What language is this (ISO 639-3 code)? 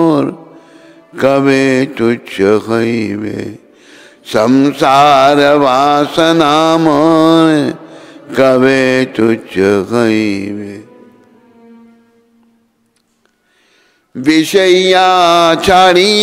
hin